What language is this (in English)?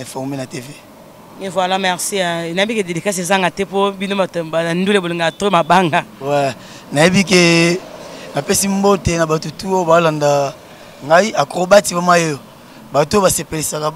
Lingala